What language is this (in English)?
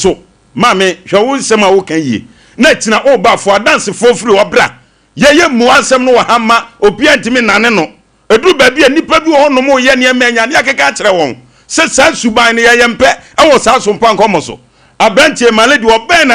Akan